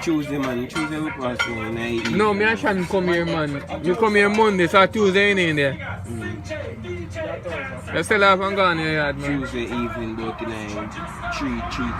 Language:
Jamaican Creole English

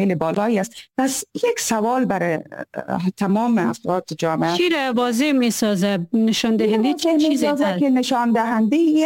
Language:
Persian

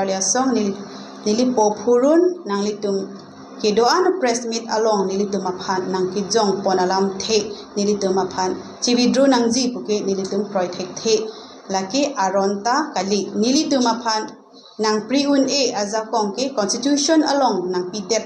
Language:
Karbi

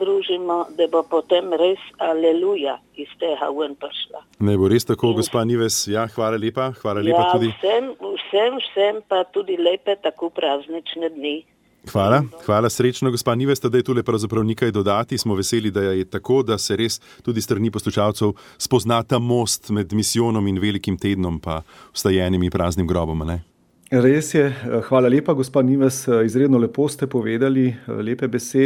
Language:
Slovenian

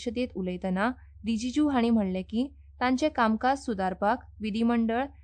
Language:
Konkani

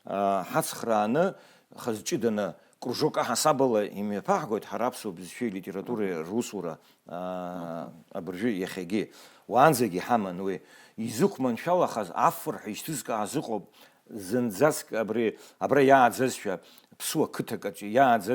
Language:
Abkhazian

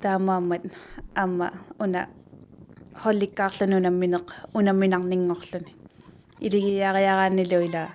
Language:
Kalaallisut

